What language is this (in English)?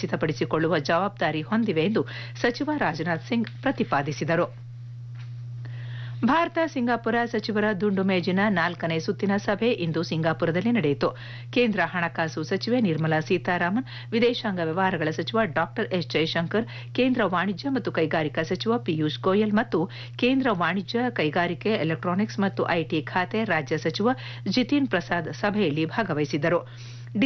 Kannada